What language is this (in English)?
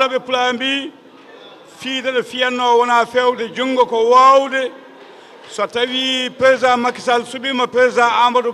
Fula